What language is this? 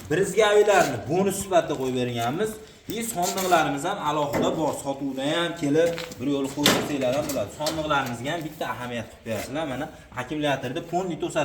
Uzbek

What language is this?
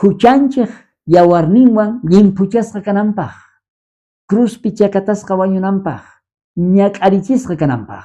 South Bolivian Quechua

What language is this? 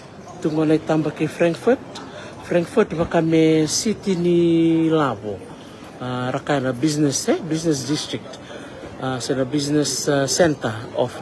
Fijian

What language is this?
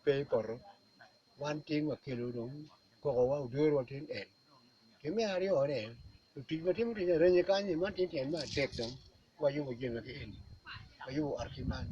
Acoli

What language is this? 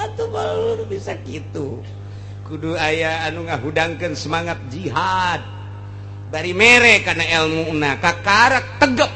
Sundanese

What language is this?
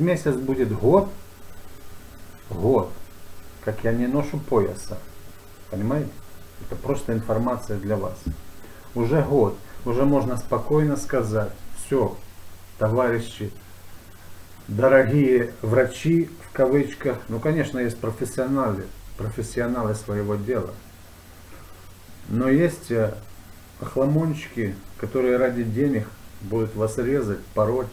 Russian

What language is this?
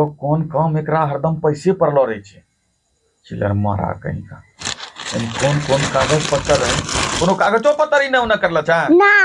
Angika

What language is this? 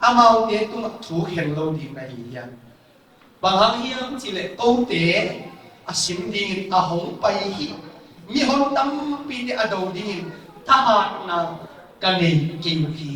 Tedim Chin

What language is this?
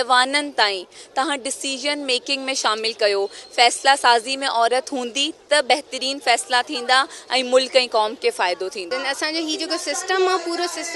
Sindhi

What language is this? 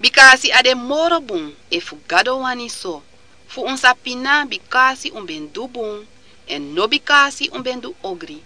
Sranan Tongo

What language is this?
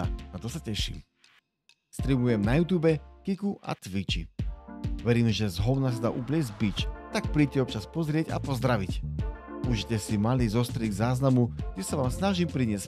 Slovak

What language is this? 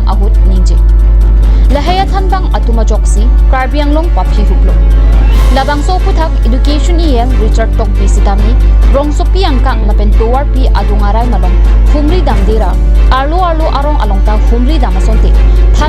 Karbi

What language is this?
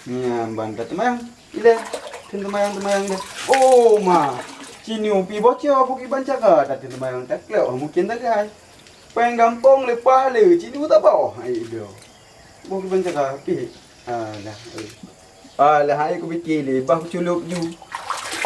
Achinese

